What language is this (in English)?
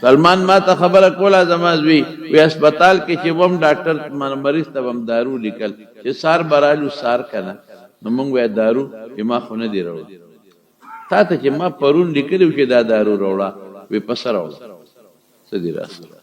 Pashto